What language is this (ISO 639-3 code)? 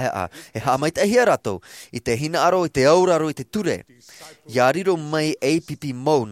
tah